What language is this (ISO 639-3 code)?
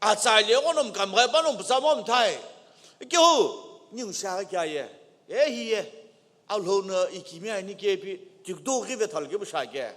nsm